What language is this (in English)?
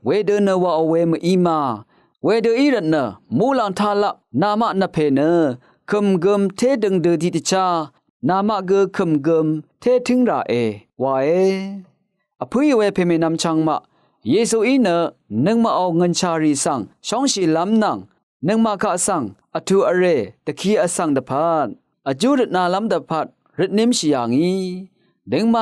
Rawang